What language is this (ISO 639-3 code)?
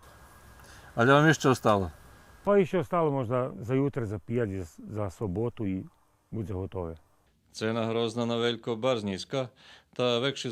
rue